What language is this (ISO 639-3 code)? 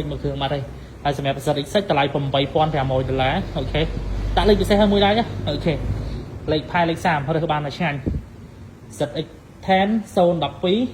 khm